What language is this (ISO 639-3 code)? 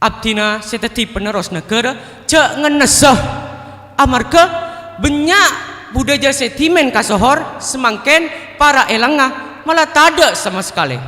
mad